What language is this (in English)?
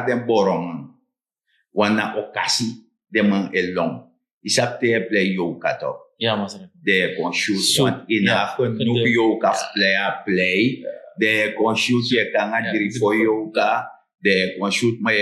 Sranan Tongo